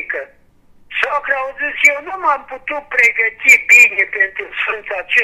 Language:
Romanian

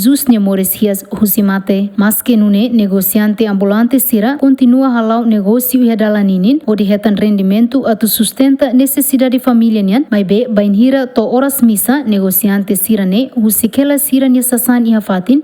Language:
Tetum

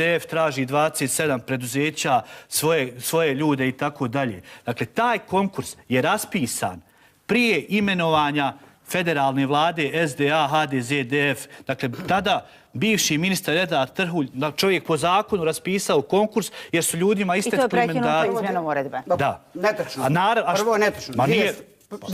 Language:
Bosnian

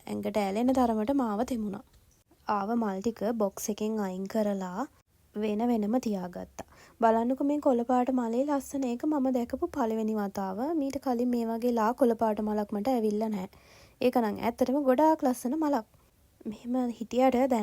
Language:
Sinhala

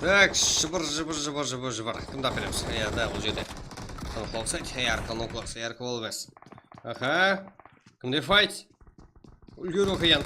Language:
Kara-Kalpak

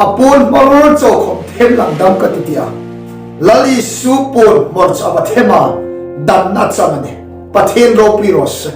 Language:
Hmar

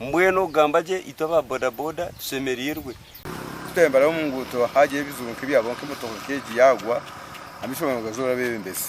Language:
Nyankole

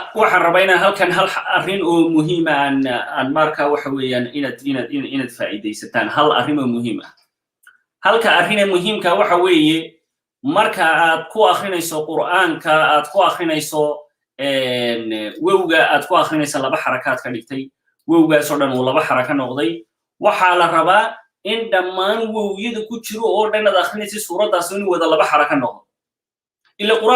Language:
Somali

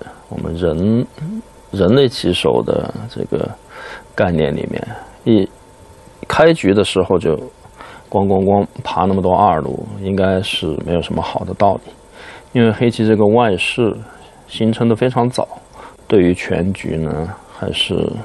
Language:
Chinese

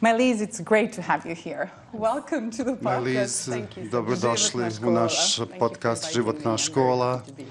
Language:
Bosnian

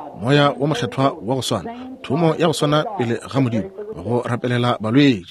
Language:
Northern Sotho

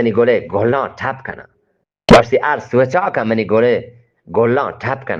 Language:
Eastern Balochi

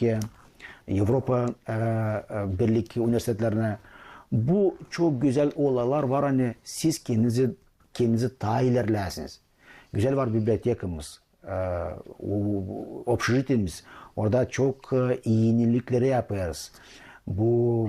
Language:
Gagauz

